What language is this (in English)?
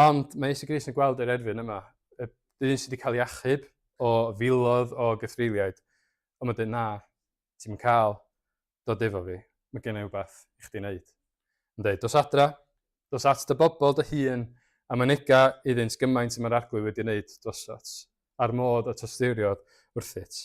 Welsh